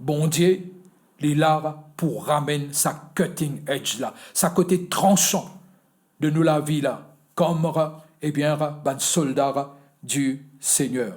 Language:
Morisyen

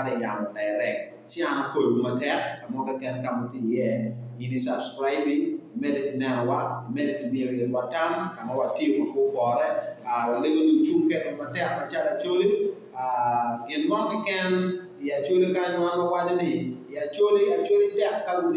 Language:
Acoli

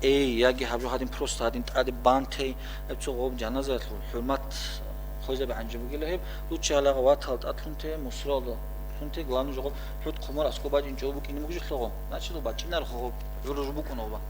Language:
Avaric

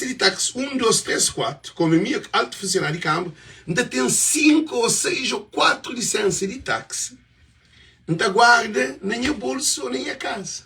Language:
Kabuverdianu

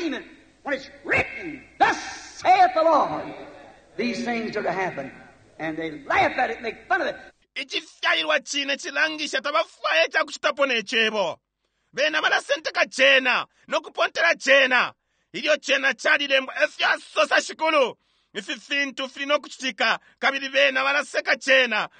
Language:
Bemba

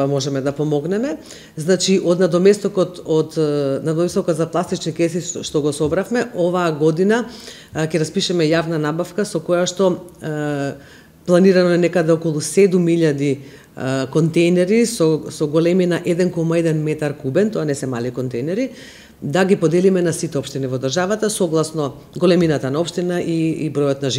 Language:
Macedonian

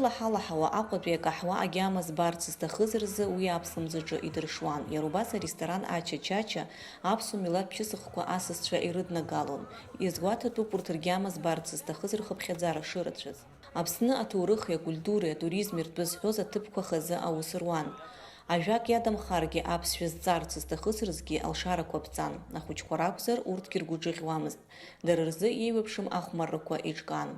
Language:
Abkhazian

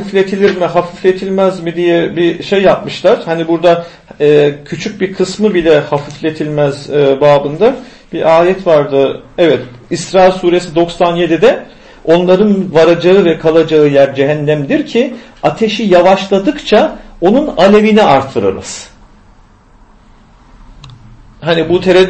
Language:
Turkish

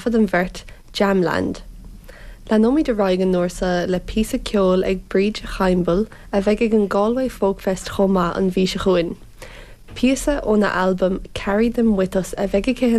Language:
Irish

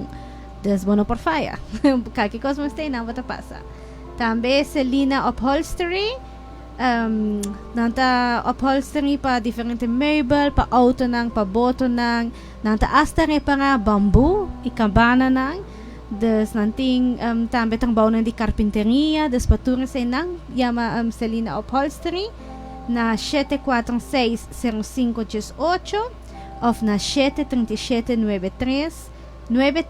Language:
Papiamento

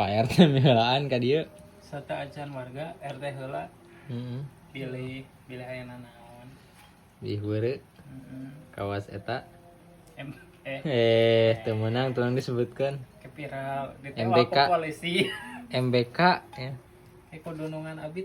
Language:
Sundanese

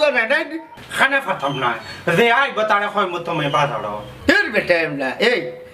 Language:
Sylheti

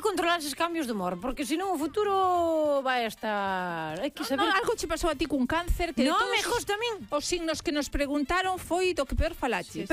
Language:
Galician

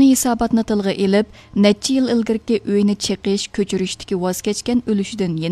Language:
Uyghur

